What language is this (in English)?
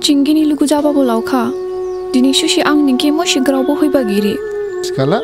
Dimasa